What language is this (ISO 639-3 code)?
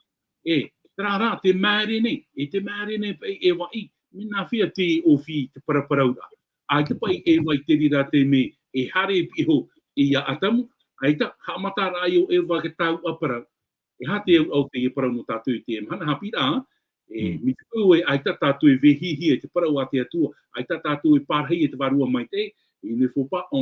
tah